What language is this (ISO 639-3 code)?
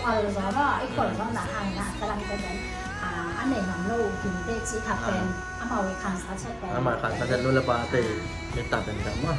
ctd